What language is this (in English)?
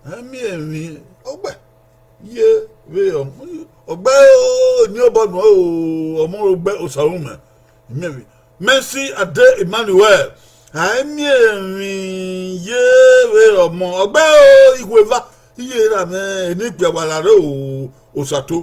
Bini